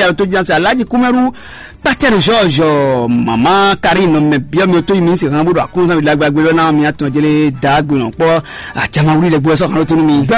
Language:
Fon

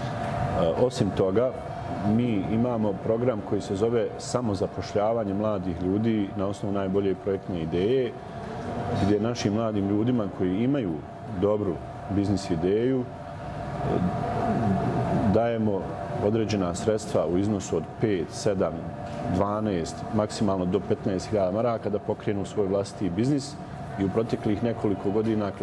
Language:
Bosnian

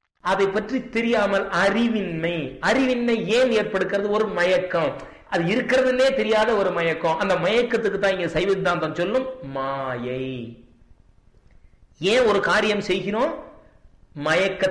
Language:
Tamil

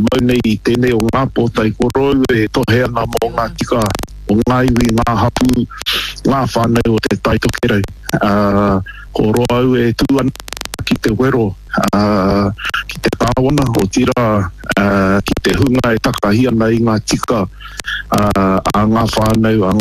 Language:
Māori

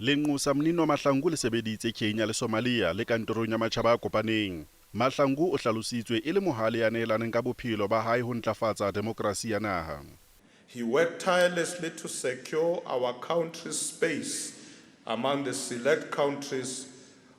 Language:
Southern Sotho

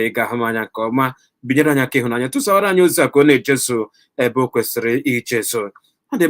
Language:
Igbo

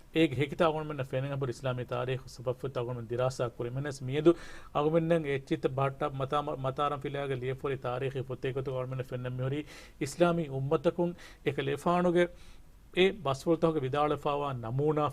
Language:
Divehi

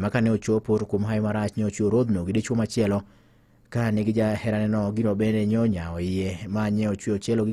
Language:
Luo (Kenya and Tanzania)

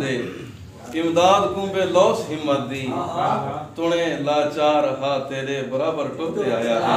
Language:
Saraiki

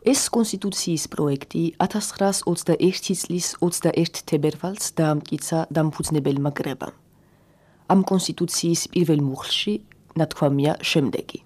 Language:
Georgian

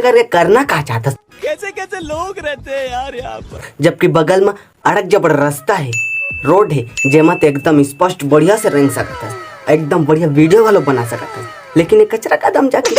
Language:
Chhattisgarhi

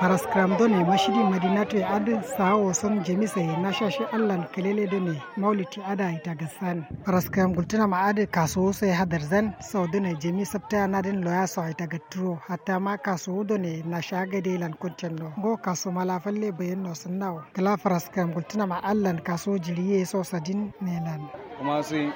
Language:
Kanuri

